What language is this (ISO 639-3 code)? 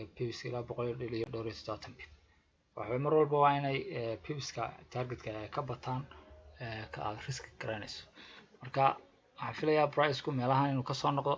som